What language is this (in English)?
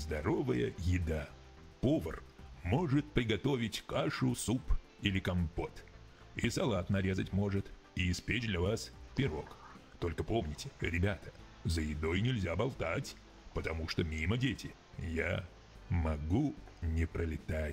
Russian